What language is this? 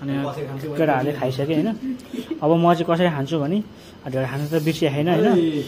Nepali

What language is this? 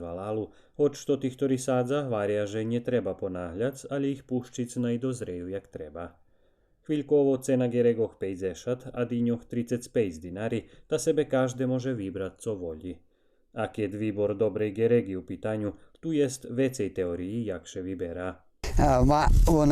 Rusyn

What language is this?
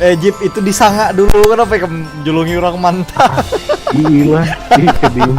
Banjar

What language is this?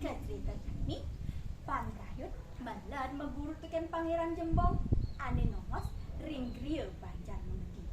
Balinese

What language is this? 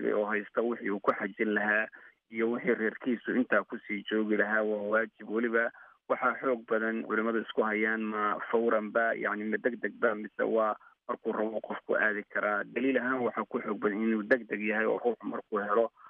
Somali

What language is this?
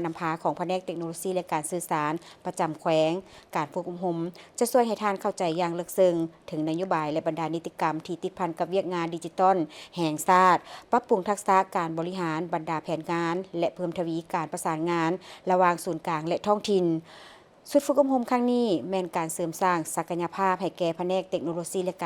Lao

